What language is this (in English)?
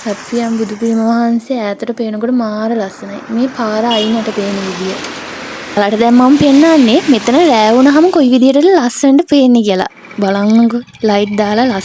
Sinhala